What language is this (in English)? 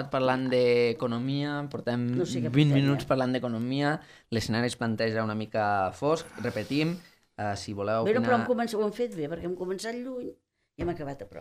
Catalan